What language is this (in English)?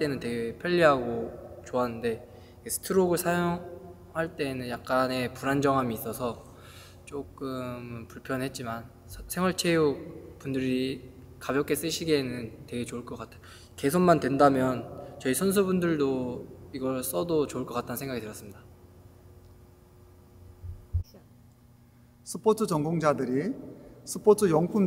Korean